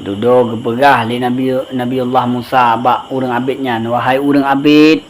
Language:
Achinese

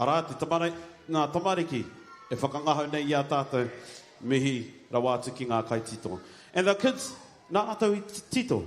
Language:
Māori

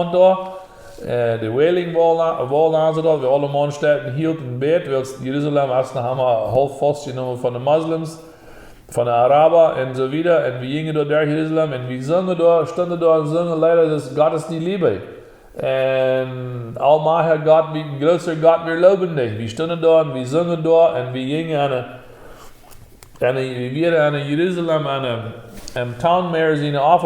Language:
Plautdietsch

